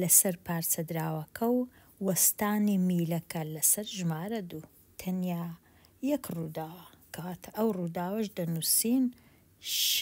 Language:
Central Kurdish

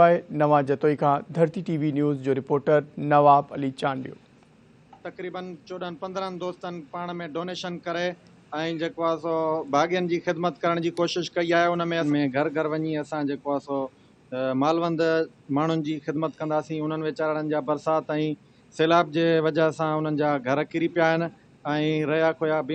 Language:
Sindhi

